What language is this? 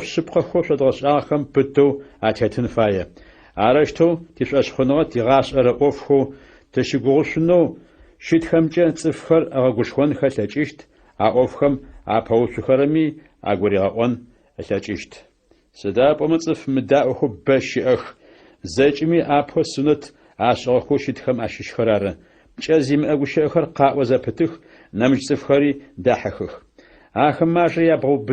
Adyghe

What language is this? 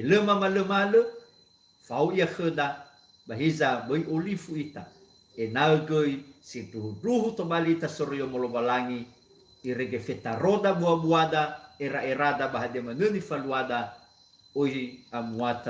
Nias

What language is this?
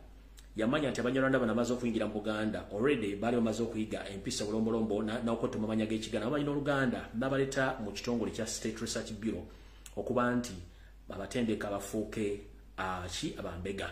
Ganda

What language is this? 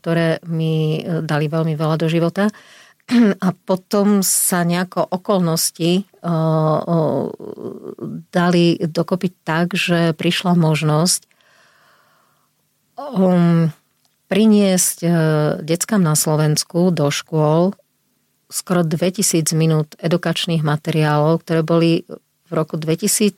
Slovak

